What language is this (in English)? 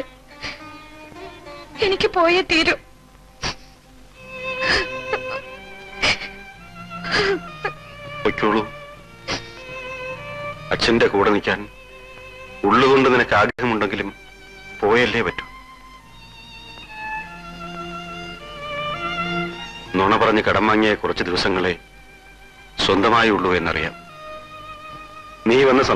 Malayalam